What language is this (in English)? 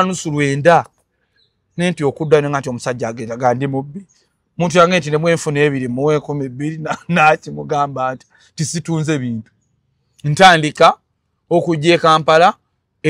Ganda